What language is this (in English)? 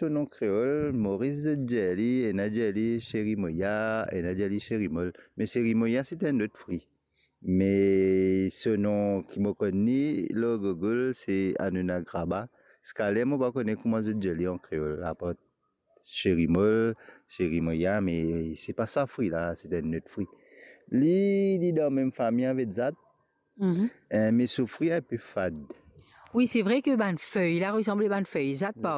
Morisyen